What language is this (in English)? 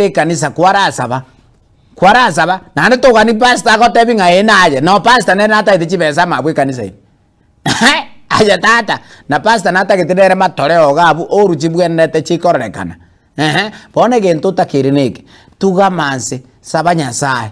Gusii